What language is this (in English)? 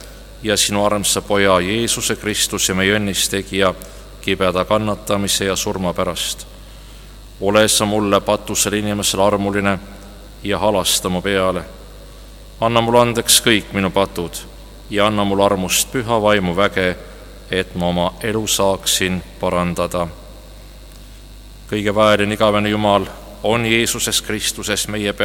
Estonian